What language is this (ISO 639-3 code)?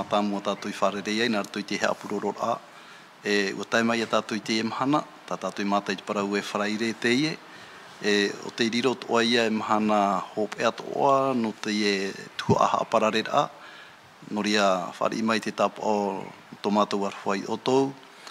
tah